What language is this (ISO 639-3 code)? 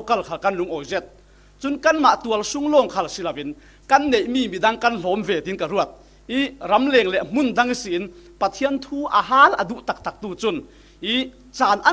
cfm